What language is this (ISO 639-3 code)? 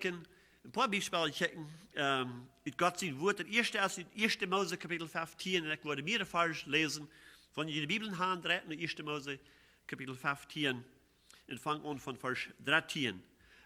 pdt